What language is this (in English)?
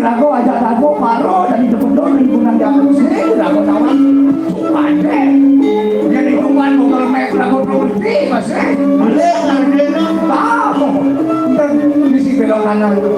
Balinese